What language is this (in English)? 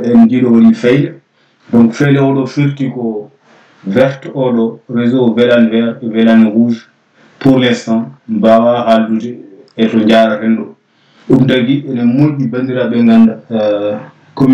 Fula